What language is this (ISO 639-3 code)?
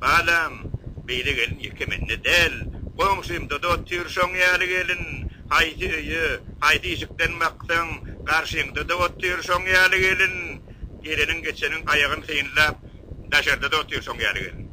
tuk